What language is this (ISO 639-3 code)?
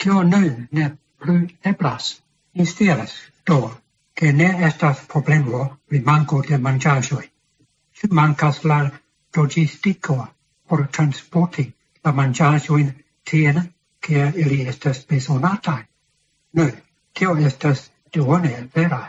epo